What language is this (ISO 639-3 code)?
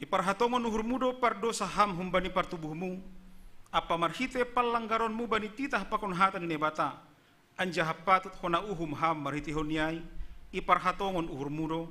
bts